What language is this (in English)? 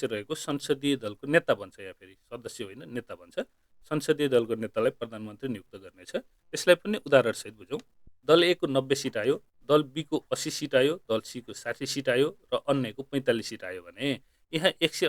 Nepali